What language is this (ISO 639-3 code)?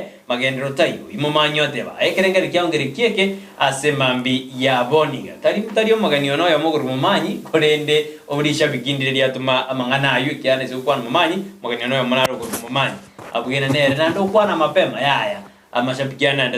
guz